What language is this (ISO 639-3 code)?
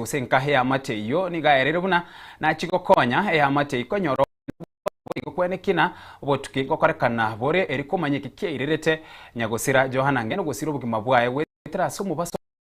guz